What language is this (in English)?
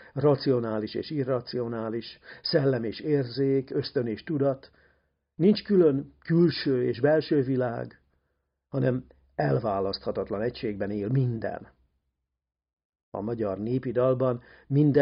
Hungarian